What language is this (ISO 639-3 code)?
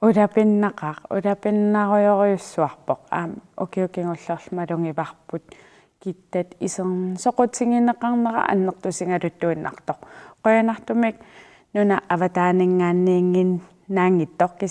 kal